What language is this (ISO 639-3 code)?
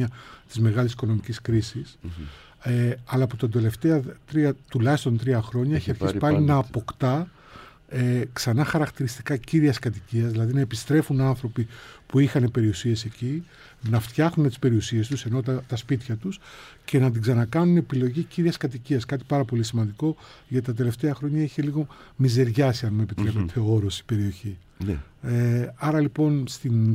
ell